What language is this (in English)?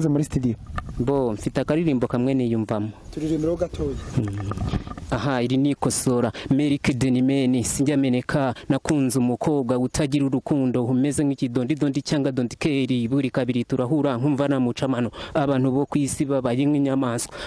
Kinyarwanda